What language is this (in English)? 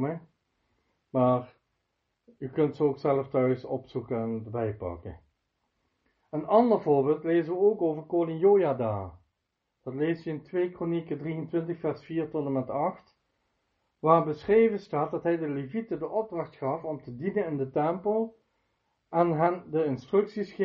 Dutch